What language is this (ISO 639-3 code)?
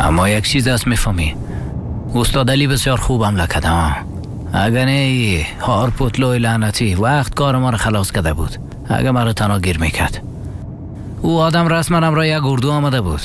fas